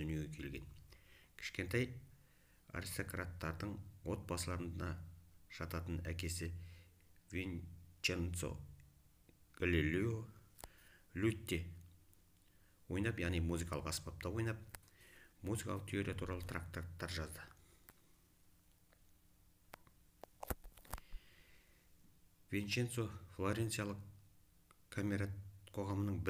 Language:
Kazakh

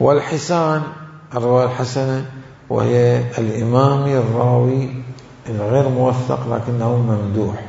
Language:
Mesopotamian Arabic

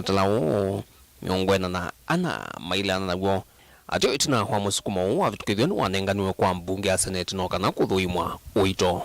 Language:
Kamba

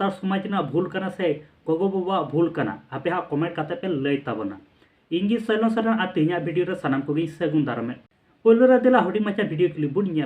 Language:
Santali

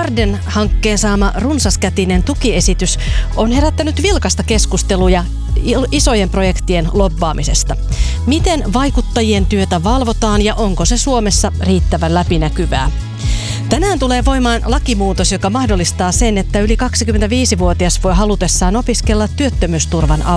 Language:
Finnish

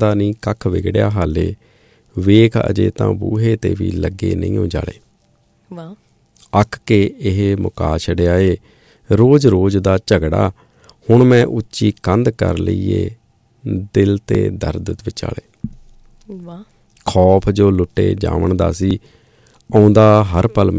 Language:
Punjabi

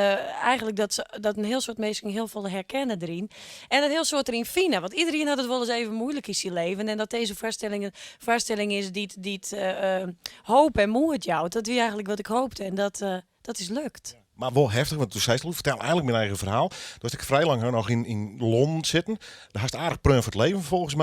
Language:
Western Frisian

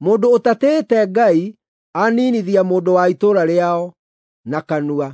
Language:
Kikuyu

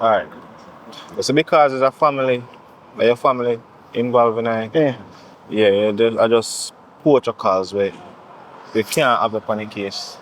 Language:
Jamaican Creole English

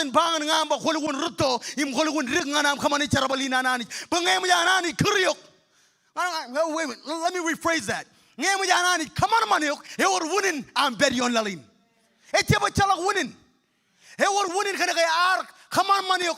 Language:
Marshallese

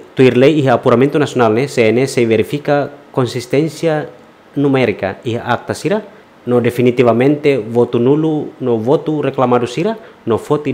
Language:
Tetum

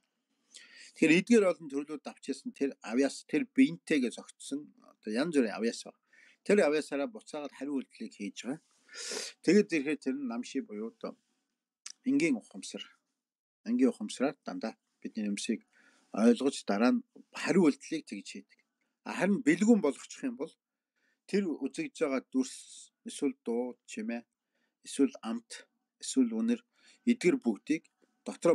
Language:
Mongolian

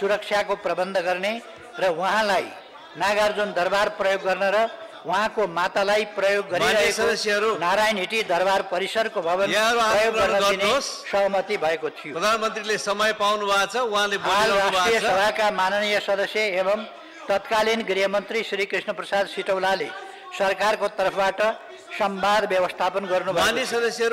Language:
Nepali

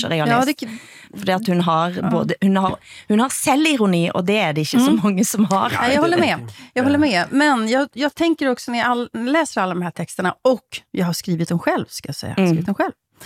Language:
Swedish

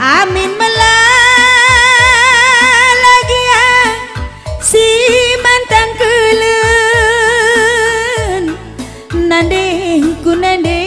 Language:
Batak Karo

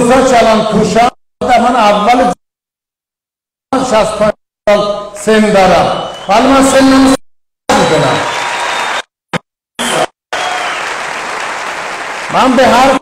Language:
Persian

